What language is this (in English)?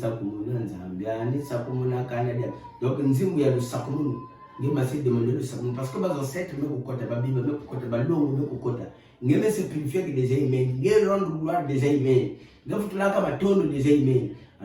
Kituba (Democratic Republic of Congo)